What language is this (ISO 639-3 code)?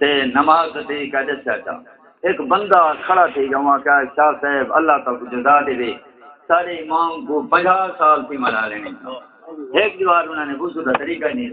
skr